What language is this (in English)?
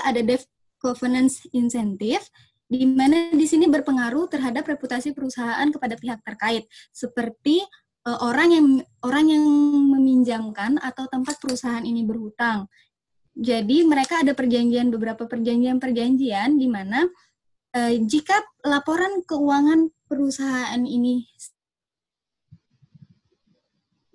Indonesian